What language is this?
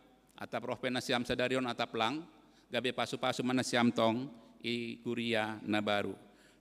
Batak Simalungun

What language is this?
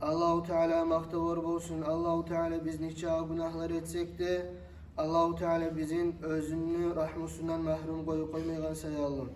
Kumyk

